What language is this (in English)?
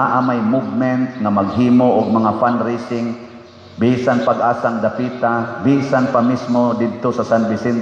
Cebuano